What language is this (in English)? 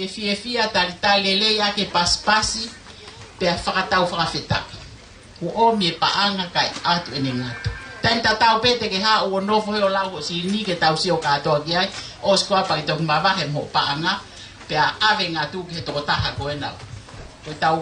Tongan